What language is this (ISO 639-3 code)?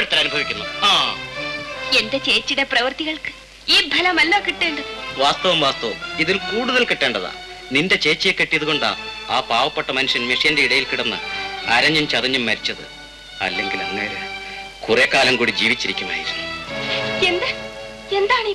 mal